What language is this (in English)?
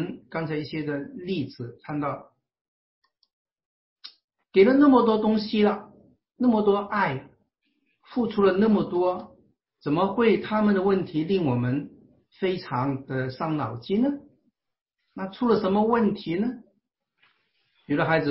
Chinese